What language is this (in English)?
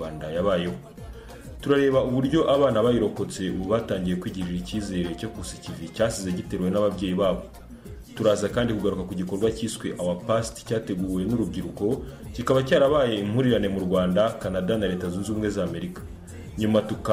Kinyarwanda